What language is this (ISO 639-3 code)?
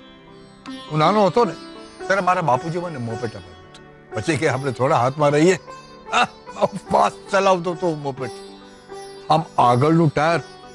guj